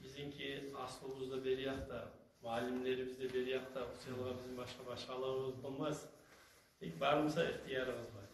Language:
Kumyk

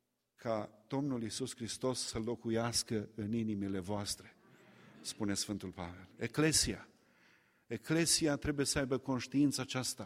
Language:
Romanian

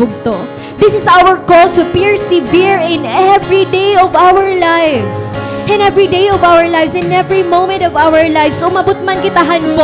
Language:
Waray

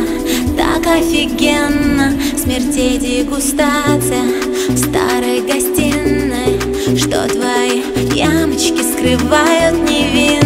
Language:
Russian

